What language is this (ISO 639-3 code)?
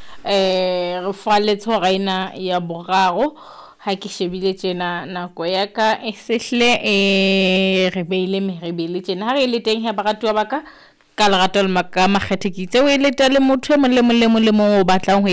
sot